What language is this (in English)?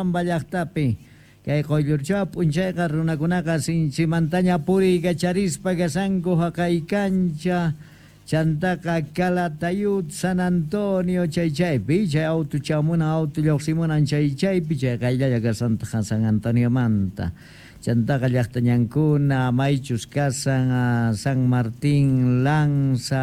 South Bolivian Quechua